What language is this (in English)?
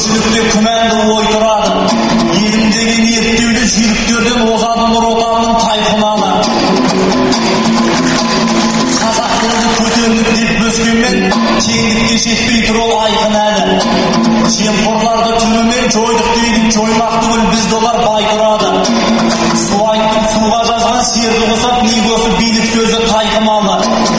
Kazakh